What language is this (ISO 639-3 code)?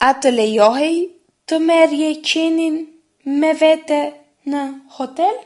sqi